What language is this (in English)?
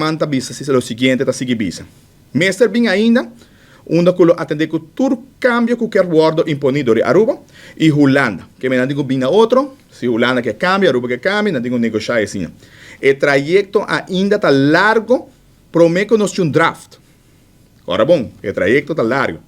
Papiamento